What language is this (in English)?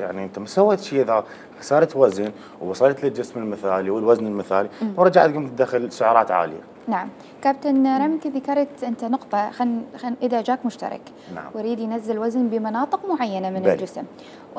Mesopotamian Arabic